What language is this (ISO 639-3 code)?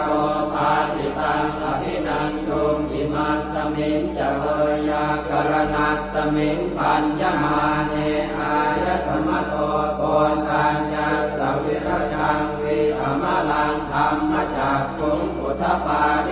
pli